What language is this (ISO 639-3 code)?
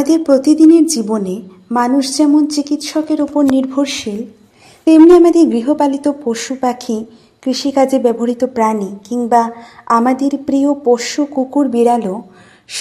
ben